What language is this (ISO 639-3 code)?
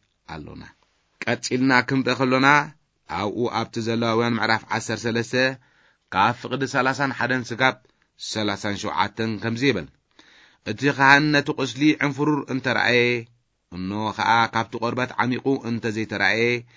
tir